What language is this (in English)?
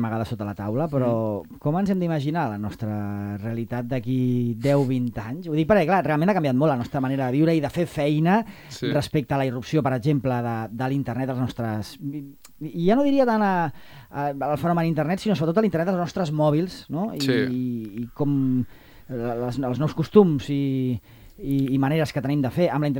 Catalan